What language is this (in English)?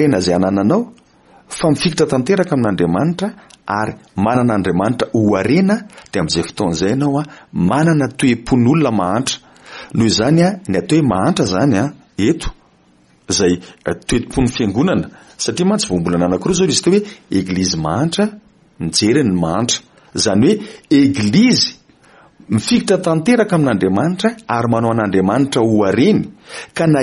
Malagasy